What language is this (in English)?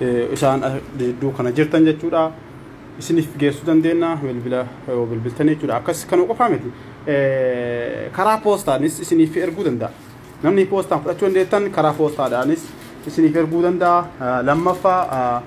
Oromo